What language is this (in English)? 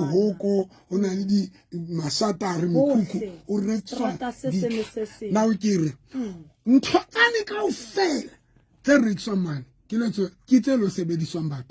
Southern Sotho